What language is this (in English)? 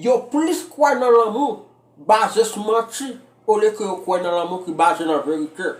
Haitian Creole